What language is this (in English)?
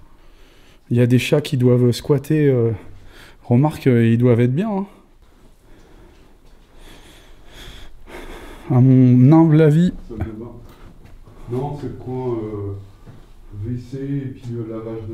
French